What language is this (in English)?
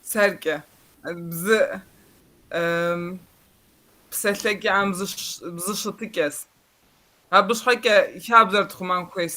Kabardian